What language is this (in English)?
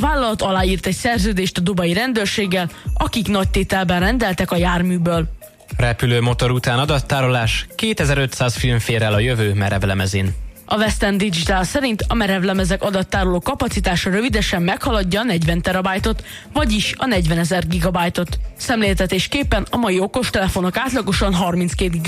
Hungarian